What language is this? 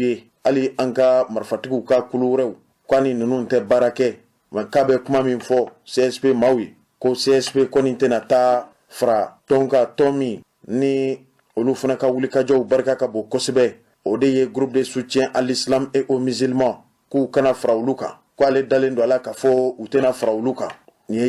Bambara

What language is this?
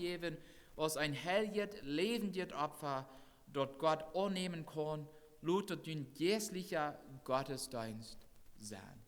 Plautdietsch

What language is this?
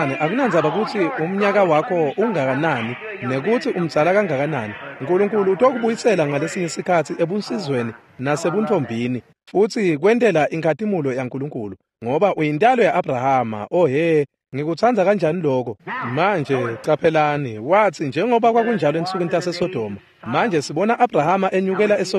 Swati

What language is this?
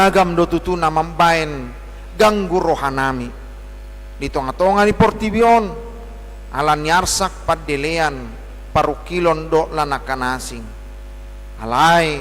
Batak Toba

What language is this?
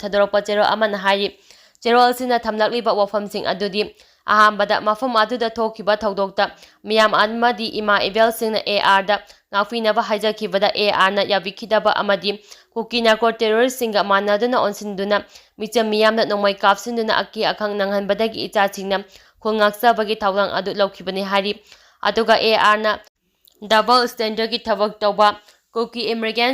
Manipuri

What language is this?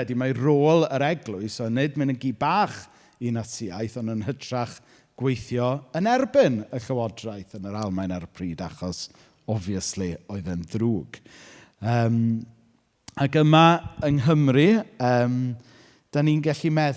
Welsh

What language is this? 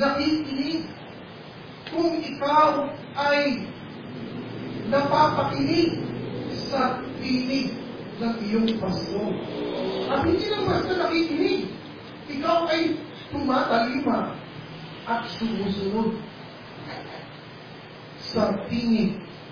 Filipino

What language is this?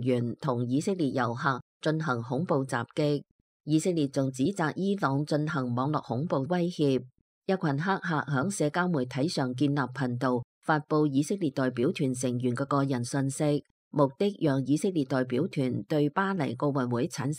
Cantonese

